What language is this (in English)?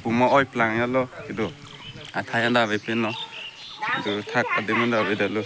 Karbi